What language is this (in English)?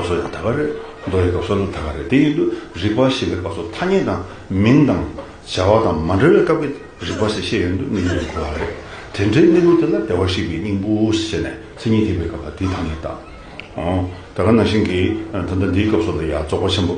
Tibetan